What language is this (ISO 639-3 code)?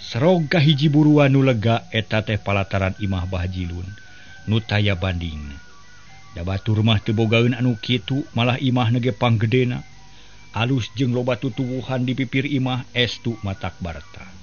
sun